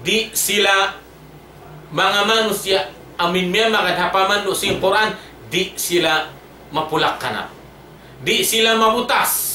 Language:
Tausug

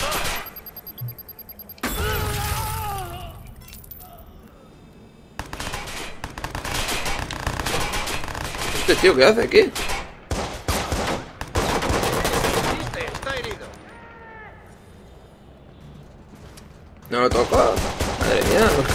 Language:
Spanish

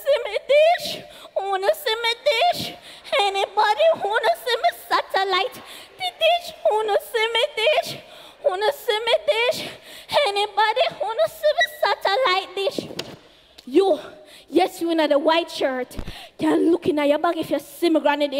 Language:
English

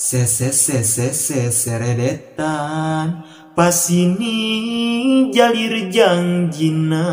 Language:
Sundanese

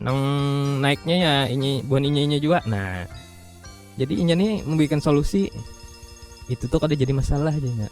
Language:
Banjar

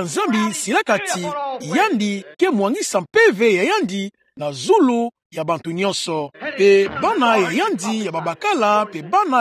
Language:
Kituba (Democratic Republic of Congo)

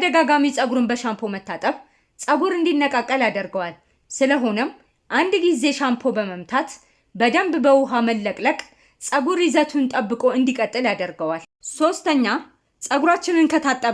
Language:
Amharic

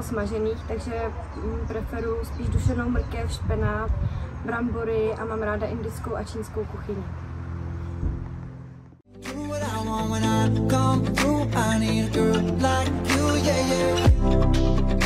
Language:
Czech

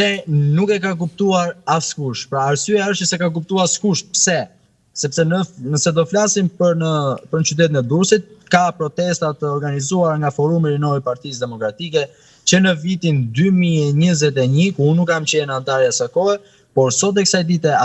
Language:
Albanian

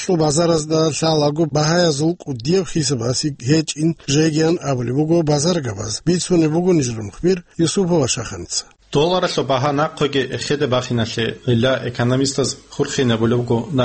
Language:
Avaric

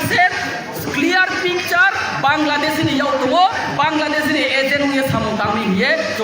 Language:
Riang (India)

